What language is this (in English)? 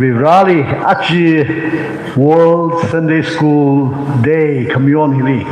Tangkhul Naga (India)